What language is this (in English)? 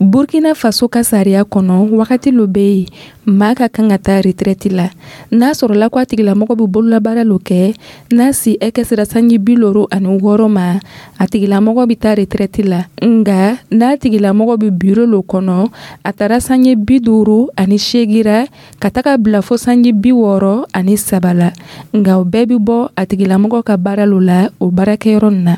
Dyula